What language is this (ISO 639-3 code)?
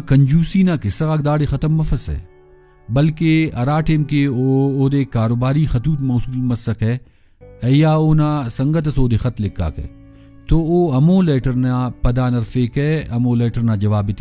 brh